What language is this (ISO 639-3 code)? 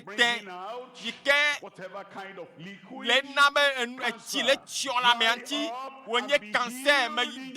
ewe